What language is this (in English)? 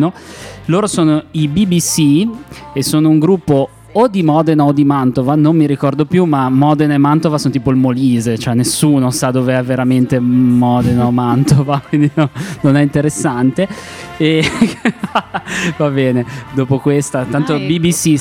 Italian